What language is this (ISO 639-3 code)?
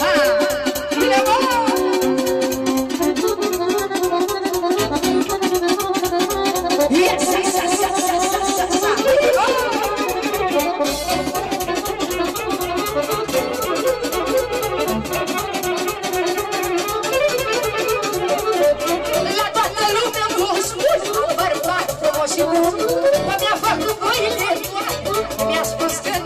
ron